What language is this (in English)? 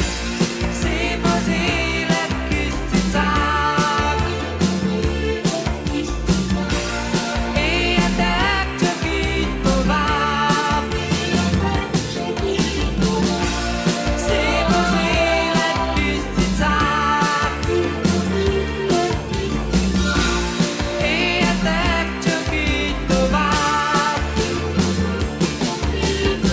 Hungarian